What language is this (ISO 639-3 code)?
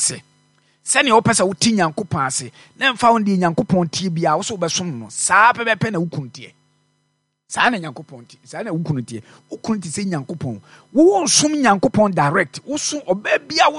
aka